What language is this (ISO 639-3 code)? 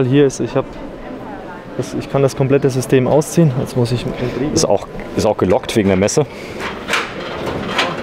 deu